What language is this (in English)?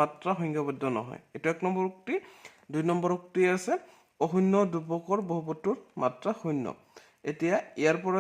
Assamese